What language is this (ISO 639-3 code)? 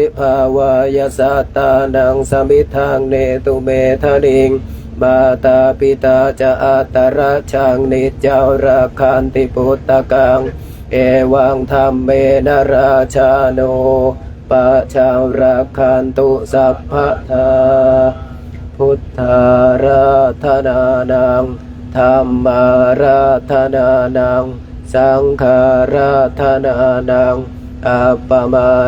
pli